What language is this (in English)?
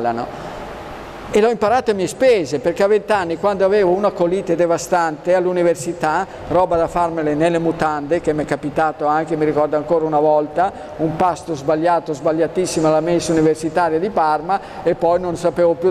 Italian